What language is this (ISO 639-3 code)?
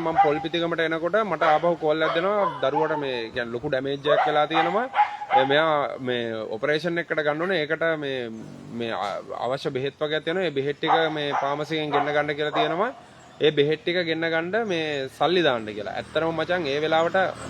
sin